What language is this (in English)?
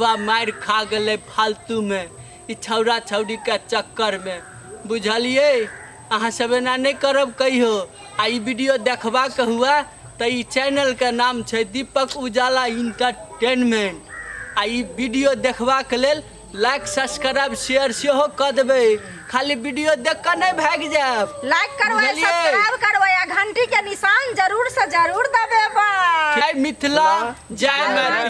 Maithili